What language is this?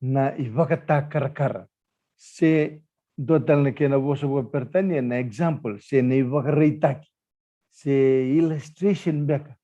Fijian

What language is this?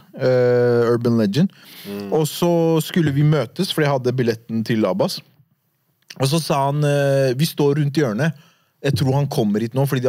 Norwegian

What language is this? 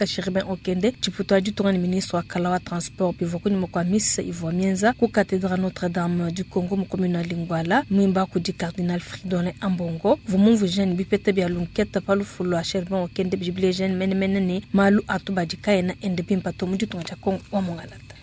Luba-Lulua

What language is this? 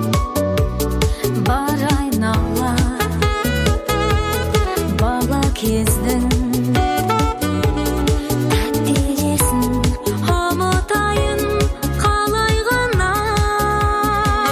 Kazakh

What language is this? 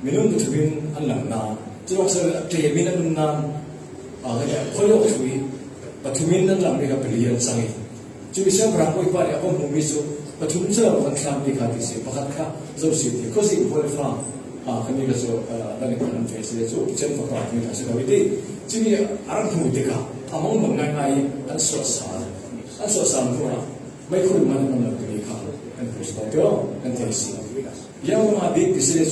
Falam Chin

